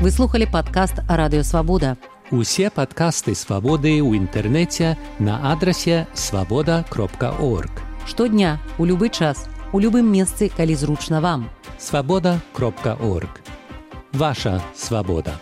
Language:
Belarusian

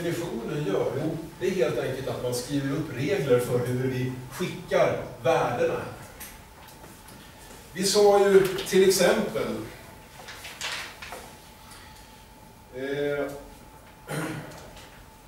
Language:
Swedish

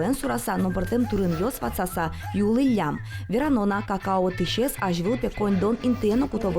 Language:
Udmurt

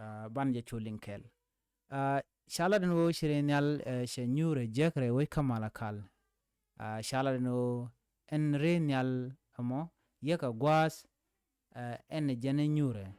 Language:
Nuer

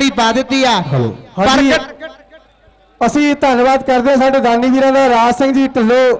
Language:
Punjabi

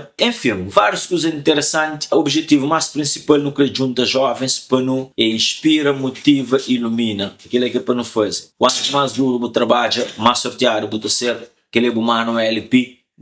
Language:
Kabuverdianu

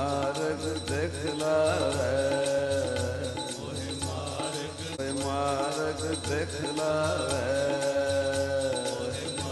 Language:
Punjabi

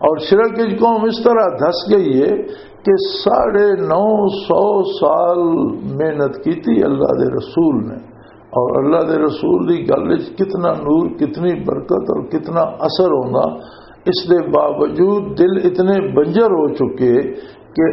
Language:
Western Panjabi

